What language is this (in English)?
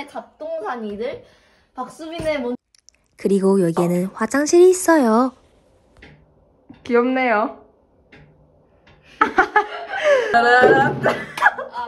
Korean